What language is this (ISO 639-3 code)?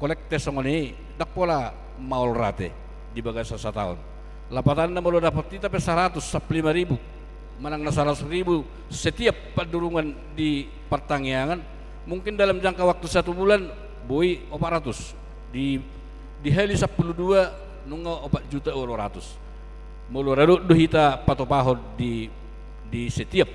bbc